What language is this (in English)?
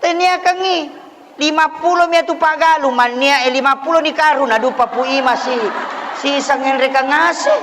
Buginese